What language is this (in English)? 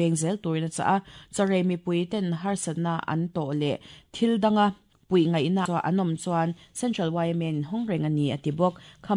Mizo